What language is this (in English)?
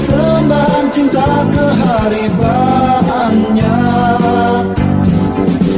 Indonesian